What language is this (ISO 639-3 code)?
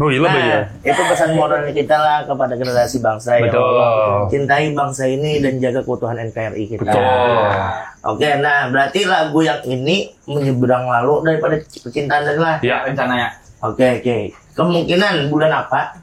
bjn